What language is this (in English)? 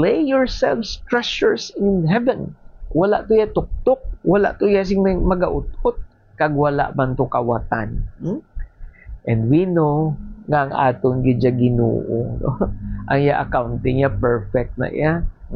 Hiligaynon